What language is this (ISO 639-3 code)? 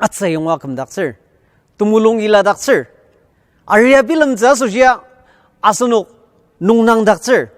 njo